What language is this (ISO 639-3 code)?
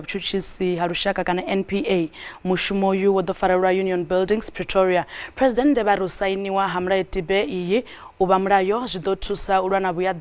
ven